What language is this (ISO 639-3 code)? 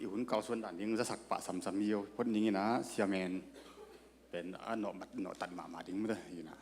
ctd